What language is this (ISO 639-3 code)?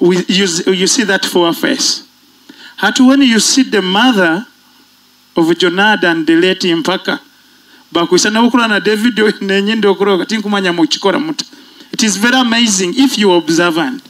nyo